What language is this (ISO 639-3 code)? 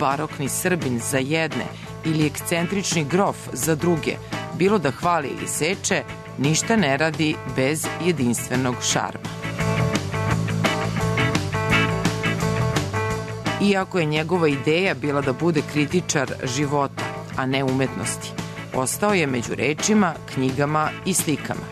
srp